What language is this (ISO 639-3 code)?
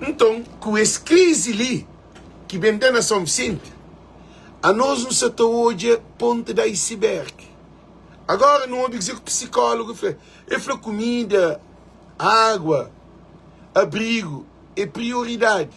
kea